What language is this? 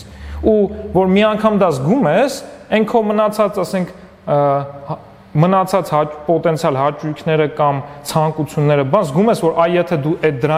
Armenian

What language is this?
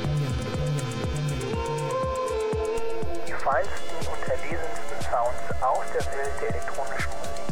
German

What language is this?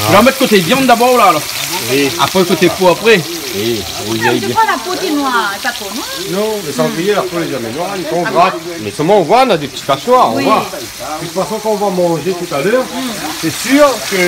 Réunion Creole French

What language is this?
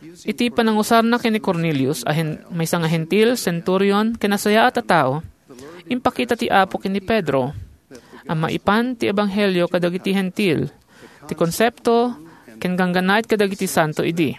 Iloko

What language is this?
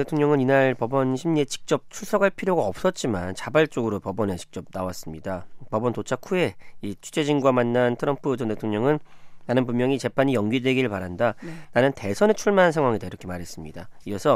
Korean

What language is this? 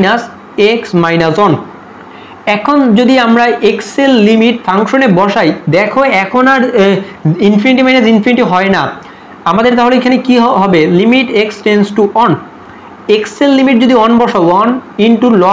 Bangla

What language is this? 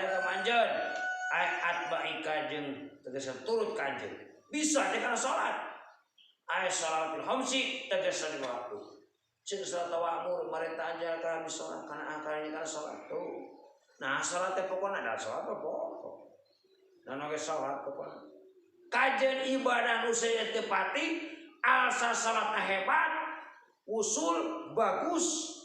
Sundanese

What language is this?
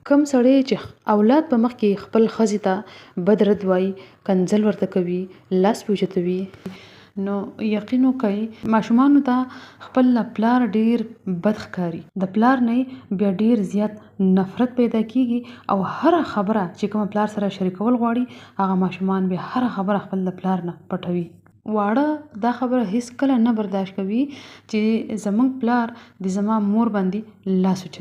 Pashto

